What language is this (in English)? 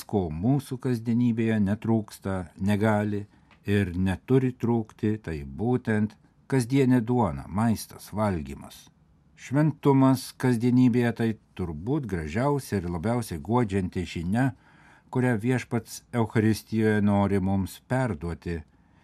Lithuanian